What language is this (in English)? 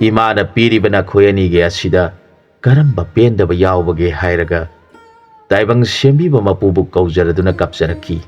Manipuri